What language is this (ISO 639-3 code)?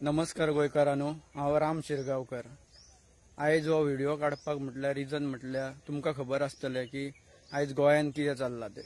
kok